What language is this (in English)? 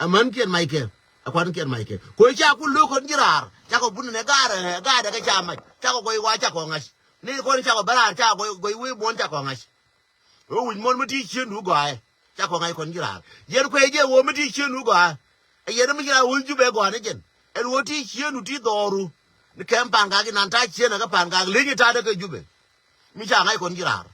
Nuer